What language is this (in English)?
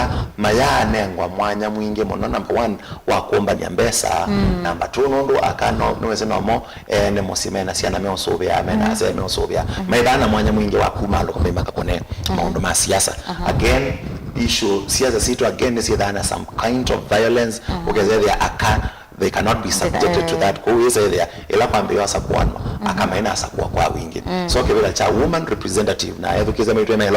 Kamba